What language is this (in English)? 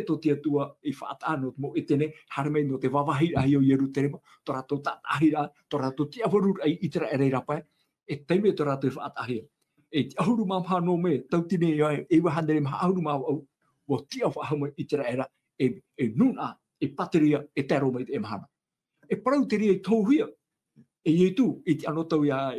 Tahitian